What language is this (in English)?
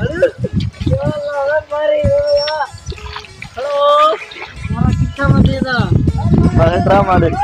Saraiki